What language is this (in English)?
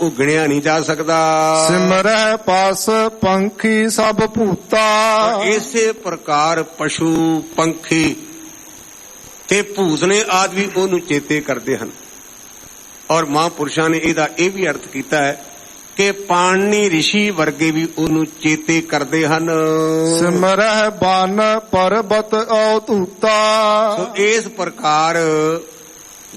Punjabi